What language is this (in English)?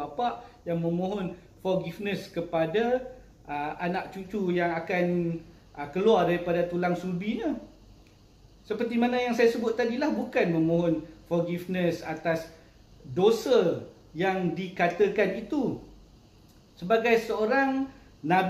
Malay